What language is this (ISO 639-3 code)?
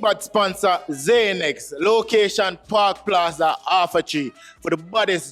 jam